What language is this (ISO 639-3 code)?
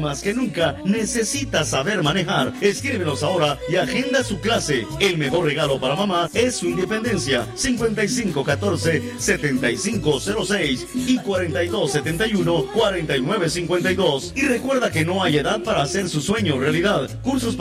spa